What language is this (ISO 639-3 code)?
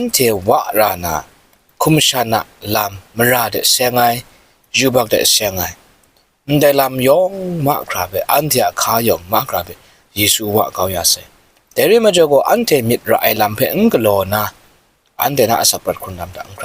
kac